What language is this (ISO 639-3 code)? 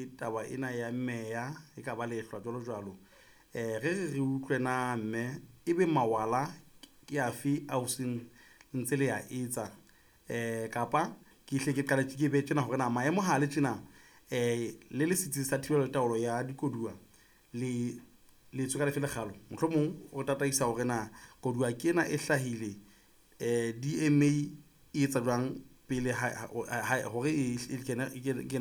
sot